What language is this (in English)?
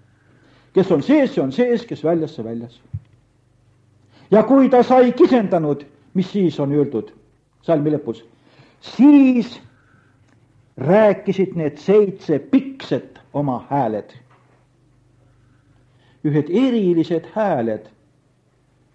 Estonian